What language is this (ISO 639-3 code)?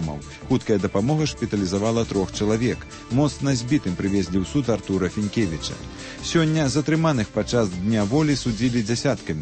bel